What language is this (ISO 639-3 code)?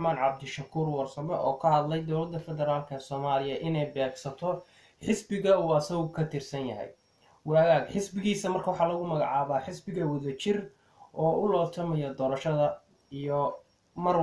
som